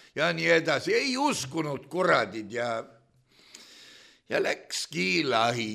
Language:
Estonian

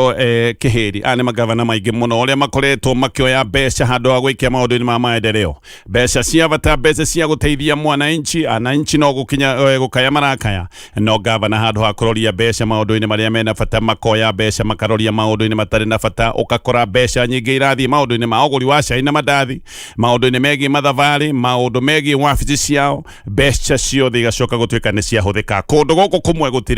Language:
Kikuyu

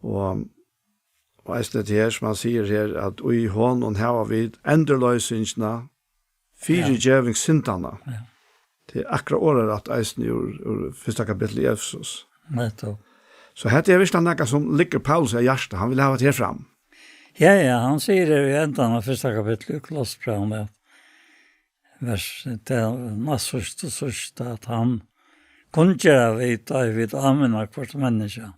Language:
Faroese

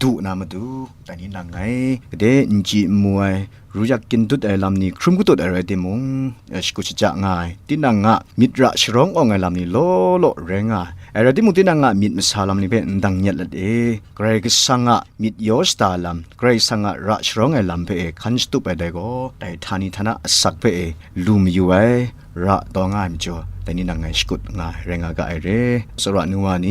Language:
Kachin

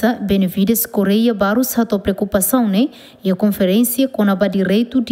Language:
Tetum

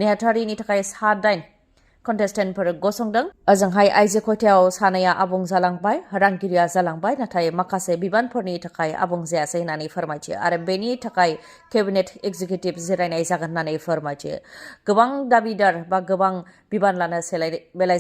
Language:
Bodo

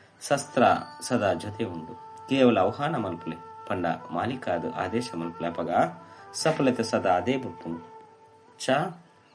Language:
Tulu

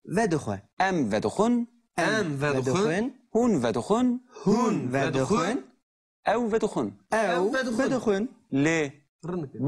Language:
Kurdish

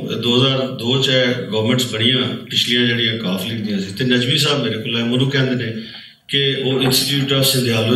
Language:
Western Panjabi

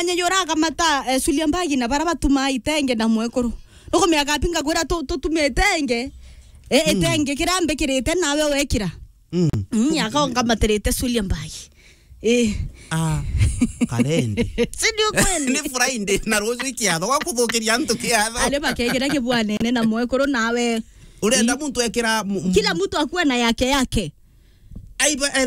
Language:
Meru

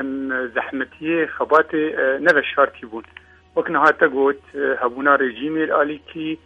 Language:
Kurdish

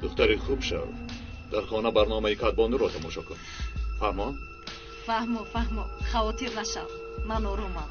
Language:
Tajik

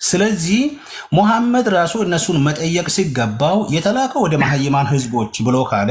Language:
Amharic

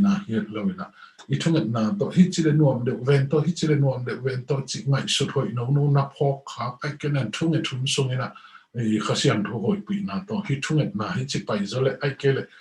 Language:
Tedim Chin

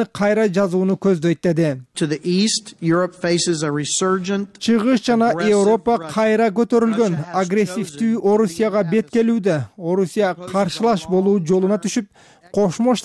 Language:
Kyrgyz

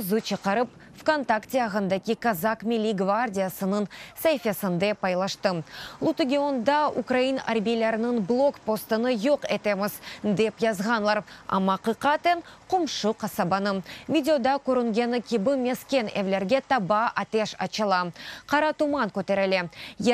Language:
Crimean Tatar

